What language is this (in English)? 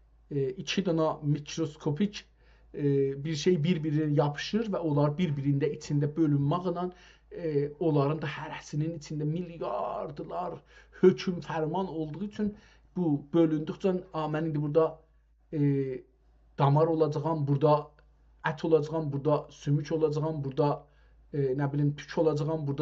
South Azerbaijani